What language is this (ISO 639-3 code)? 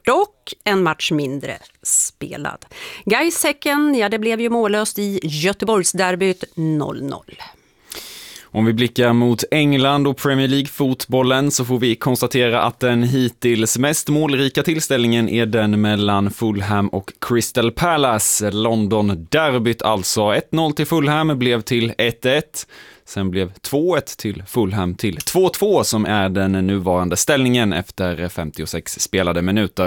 swe